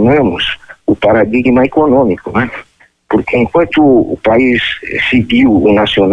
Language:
Portuguese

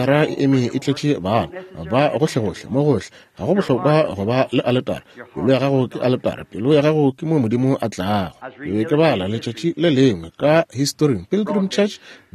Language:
Northern Sotho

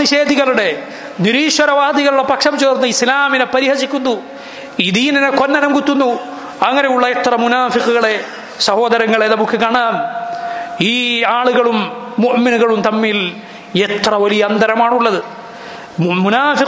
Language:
Malayalam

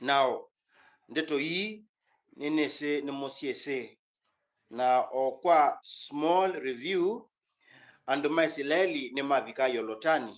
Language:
Kamba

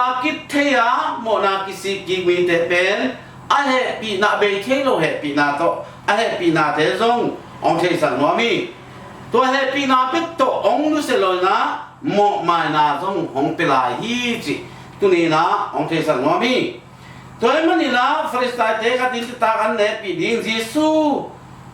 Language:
Tedim Chin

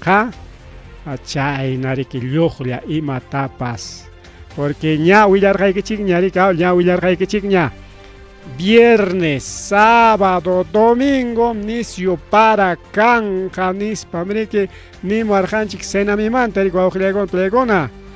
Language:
Ayacucho Quechua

